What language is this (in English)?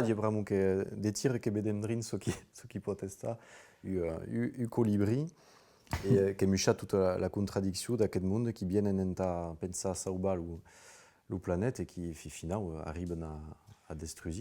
Occitan